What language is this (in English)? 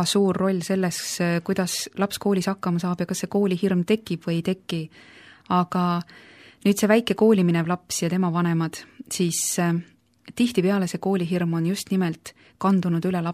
Estonian